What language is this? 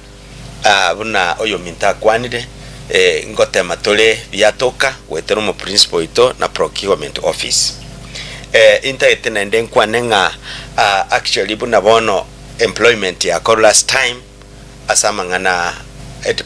Gusii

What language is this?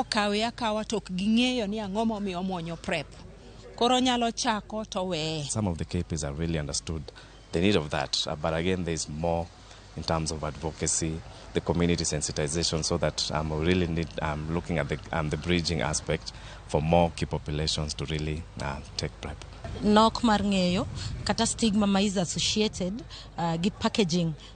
Luo (Kenya and Tanzania)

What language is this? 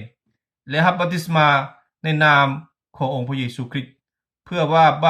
Lao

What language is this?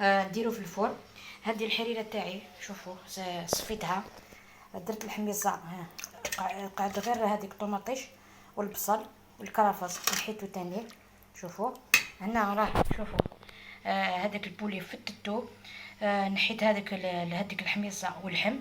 Algerian Arabic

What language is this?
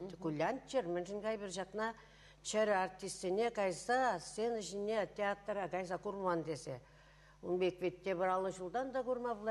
Chuvash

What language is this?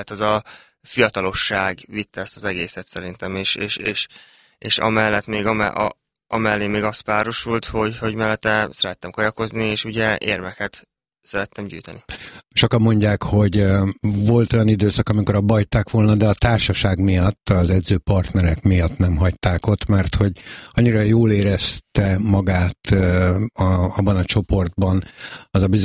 Hungarian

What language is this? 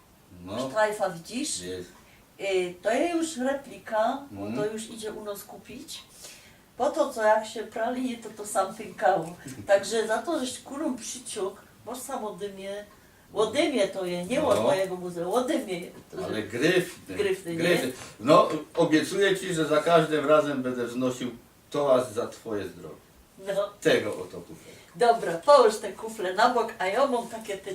Silesian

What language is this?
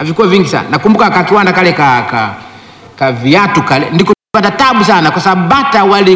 Swahili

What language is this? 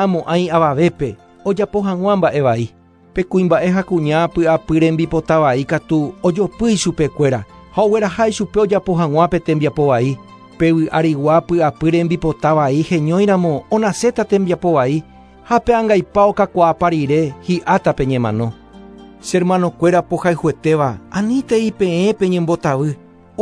Guarani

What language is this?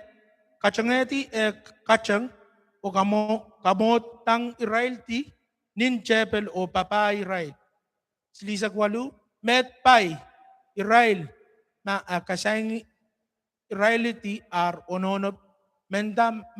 Pohnpeian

